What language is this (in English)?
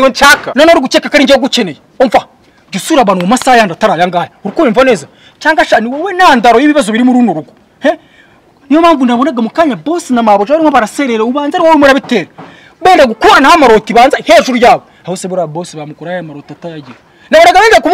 Kinyarwanda